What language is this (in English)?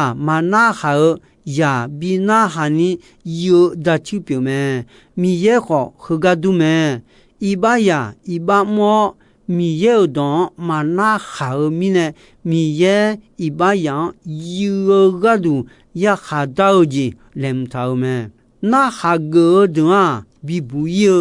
Akha